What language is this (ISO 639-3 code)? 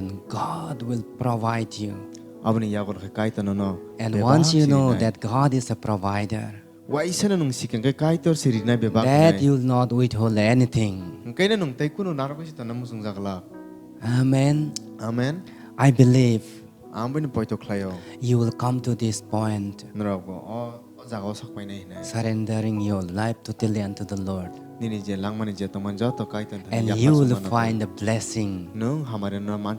trp